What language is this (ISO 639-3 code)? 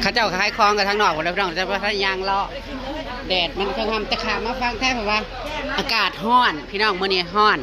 tts